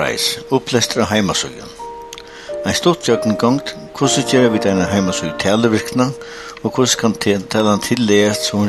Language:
Faroese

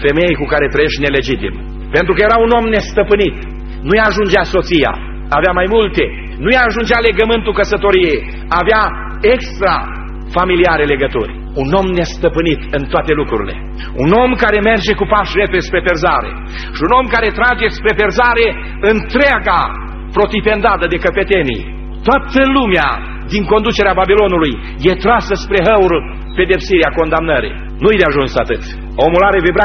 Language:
Romanian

